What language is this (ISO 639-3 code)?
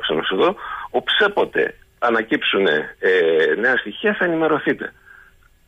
ell